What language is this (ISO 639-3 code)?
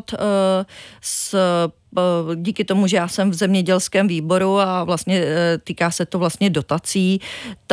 ces